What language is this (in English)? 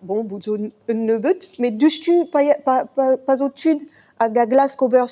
Breton